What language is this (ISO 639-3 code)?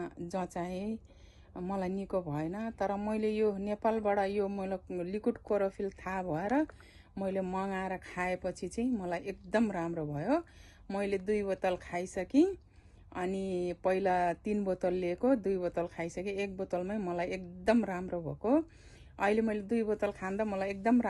nep